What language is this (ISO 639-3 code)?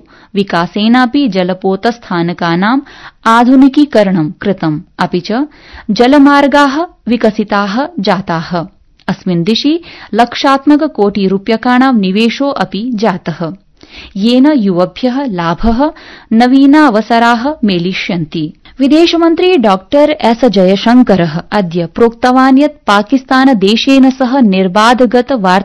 san